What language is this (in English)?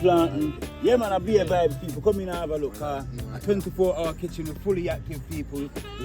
Jamaican Creole English